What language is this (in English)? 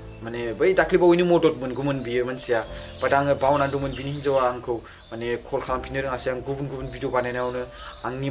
Bodo